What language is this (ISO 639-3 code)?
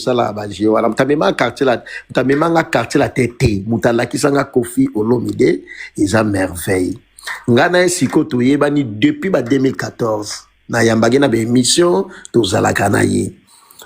lin